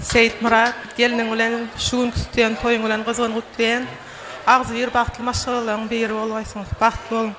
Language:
Turkmen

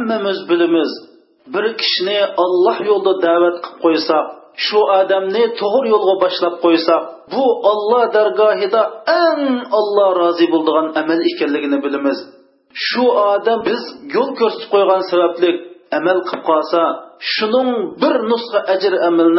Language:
Uyghur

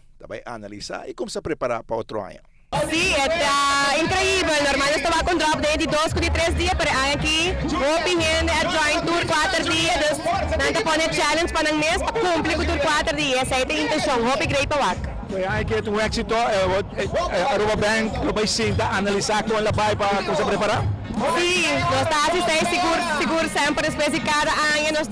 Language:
Papiamento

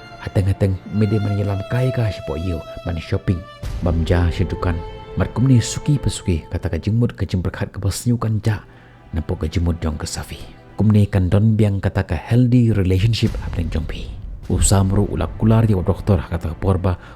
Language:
Khasi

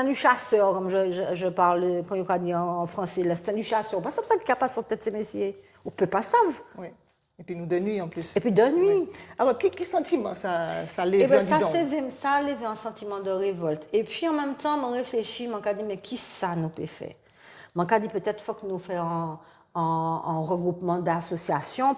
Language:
Guadeloupean Creole French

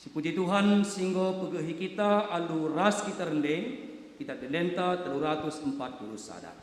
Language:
Batak Karo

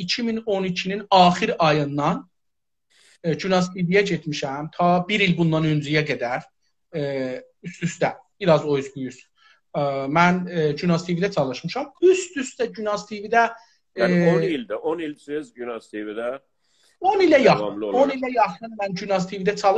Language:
South Azerbaijani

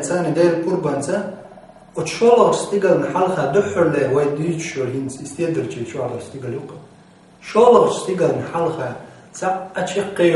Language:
Chechen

